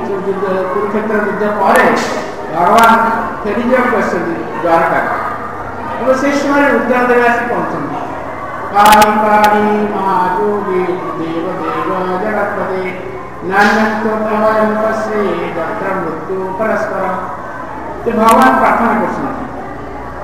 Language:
Odia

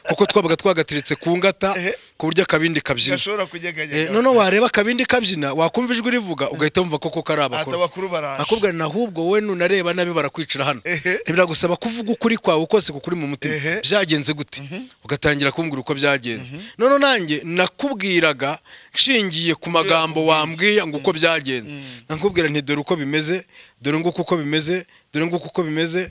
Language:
Kinyarwanda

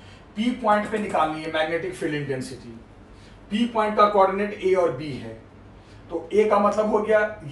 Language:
Hindi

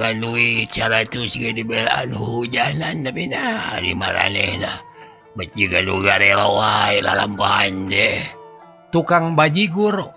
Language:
Sundanese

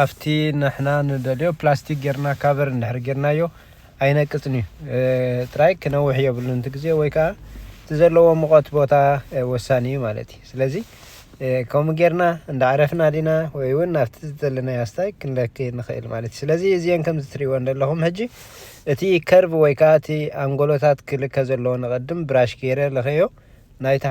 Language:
Tigrinya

